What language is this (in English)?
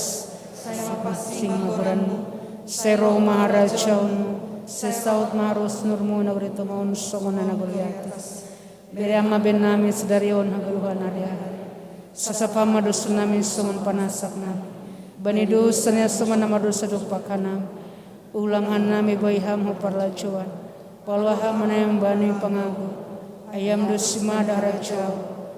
Batak Simalungun